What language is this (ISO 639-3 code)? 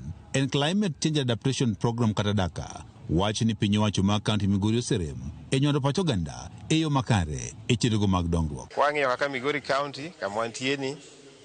luo